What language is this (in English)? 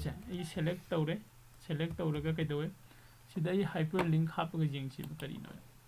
Manipuri